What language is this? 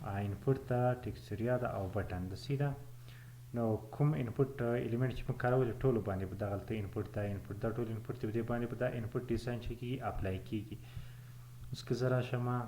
Pashto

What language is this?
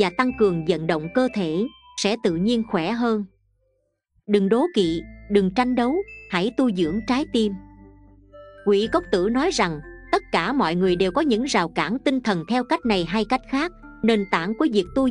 Vietnamese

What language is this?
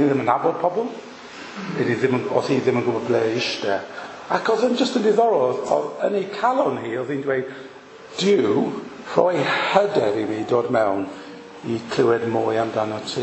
Welsh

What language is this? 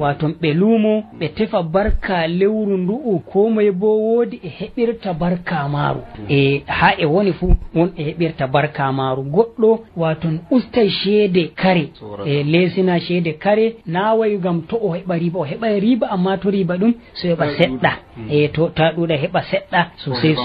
Nigerian Fulfulde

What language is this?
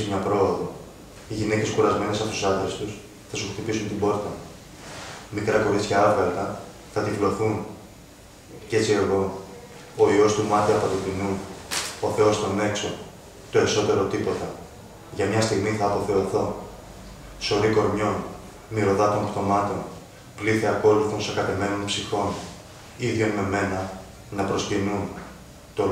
Greek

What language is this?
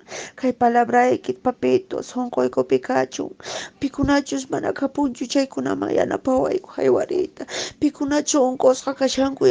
Quechua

